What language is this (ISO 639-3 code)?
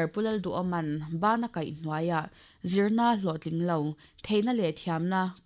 lus